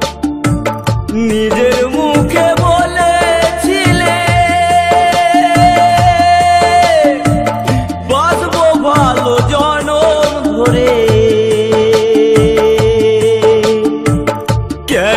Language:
Bangla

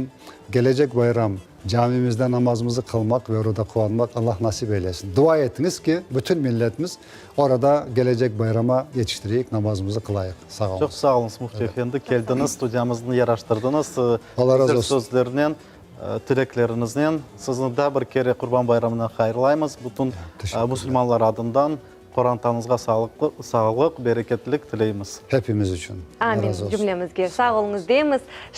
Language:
Crimean Tatar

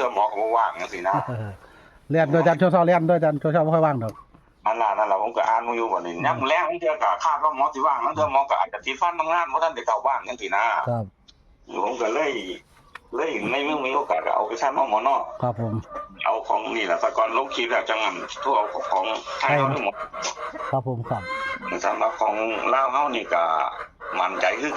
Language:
Northeastern Thai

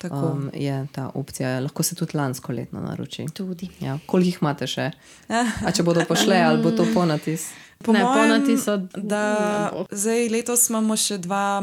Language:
Slovenian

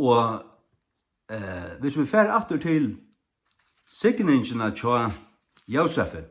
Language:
Faroese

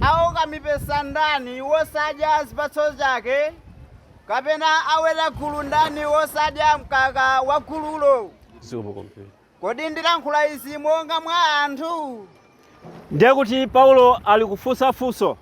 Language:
Nyanja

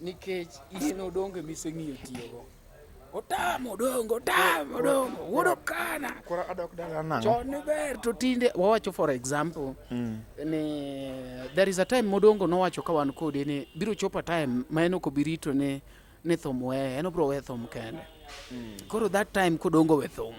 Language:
Luo (Kenya and Tanzania)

